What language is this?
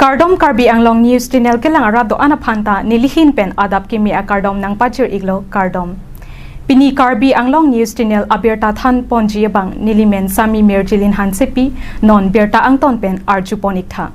Karbi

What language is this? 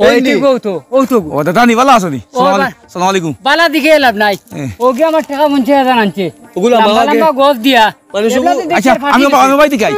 Sylheti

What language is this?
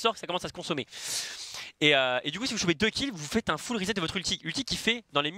French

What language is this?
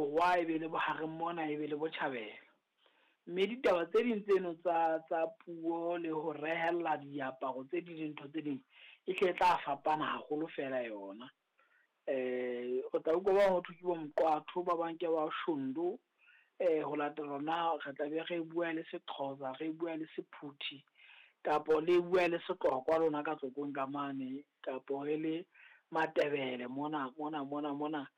Southern Sotho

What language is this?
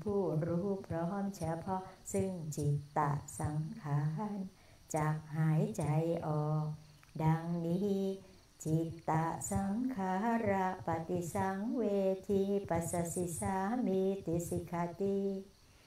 Thai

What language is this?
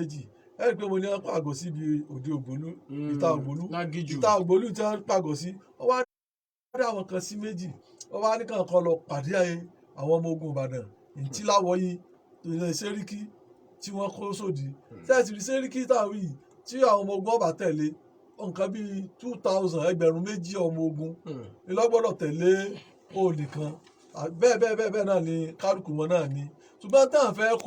Yoruba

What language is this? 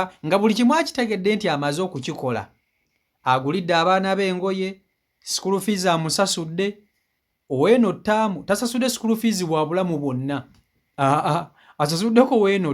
Ganda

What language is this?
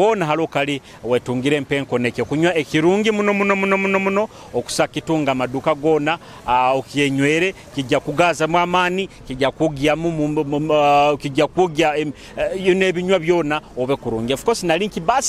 Nyoro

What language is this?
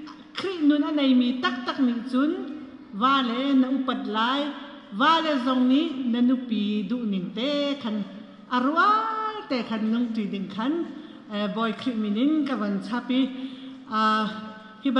Hakha Chin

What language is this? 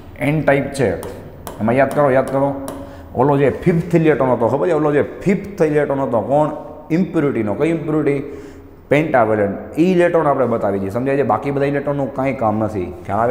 Gujarati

